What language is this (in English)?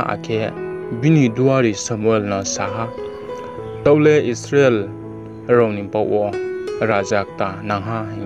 Riang (India)